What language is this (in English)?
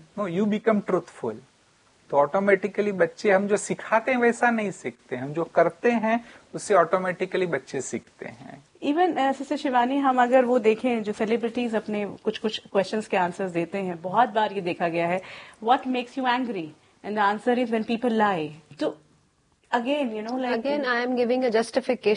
Hindi